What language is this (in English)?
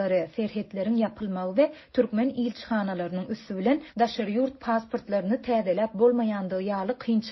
Turkmen